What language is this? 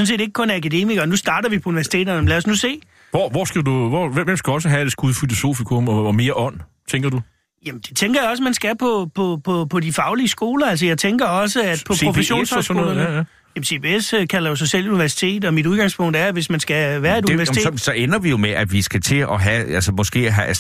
Danish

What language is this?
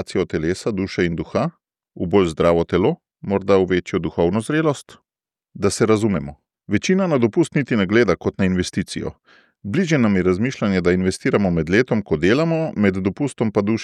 Slovenian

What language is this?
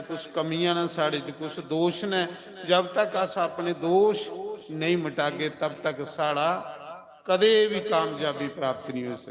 Dogri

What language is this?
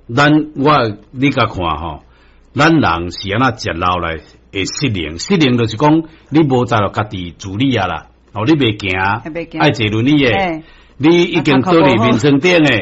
Min Nan Chinese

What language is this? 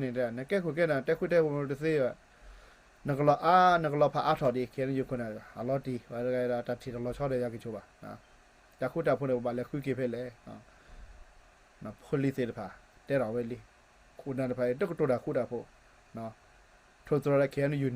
S'gaw Karen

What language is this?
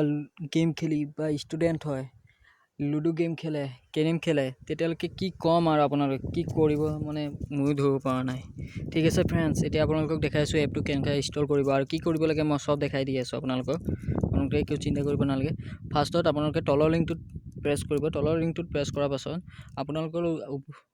Assamese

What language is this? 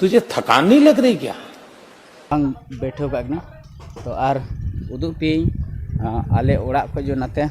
Santali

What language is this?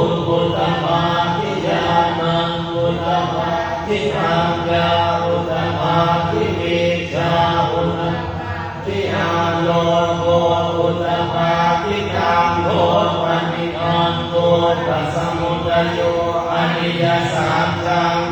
Pali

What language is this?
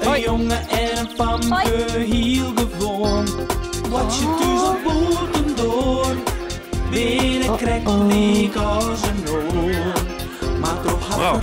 Western Frisian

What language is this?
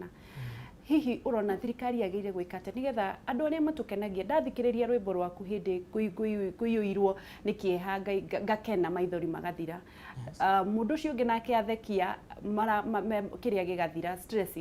Kikuyu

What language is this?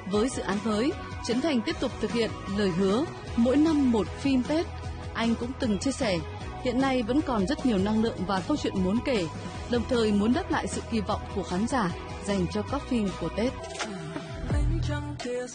Vietnamese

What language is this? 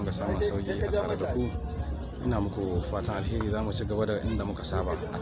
Hausa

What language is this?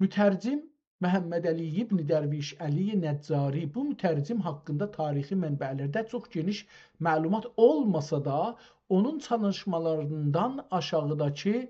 South Azerbaijani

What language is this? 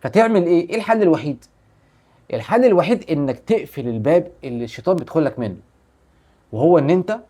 Egyptian Arabic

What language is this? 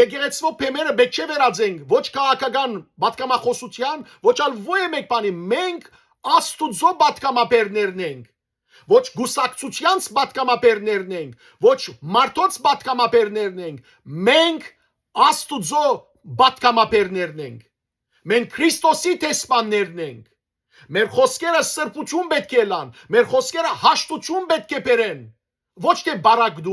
Western Armenian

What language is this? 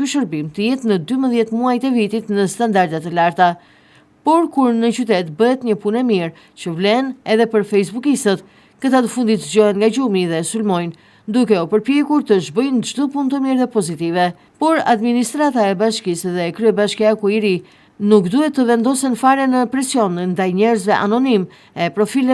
Albanian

